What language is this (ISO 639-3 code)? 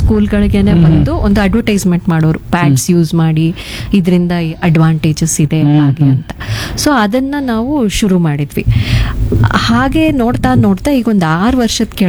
kan